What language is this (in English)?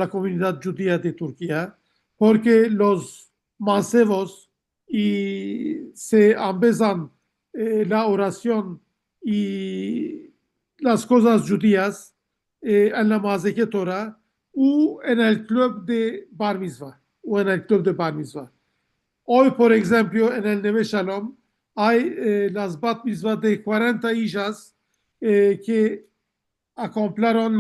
Ladino